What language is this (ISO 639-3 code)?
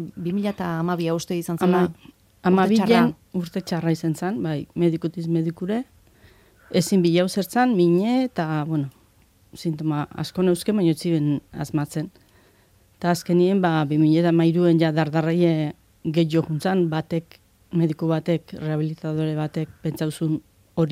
eus